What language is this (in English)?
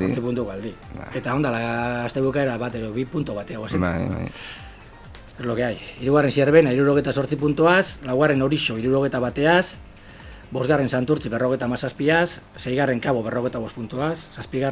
Basque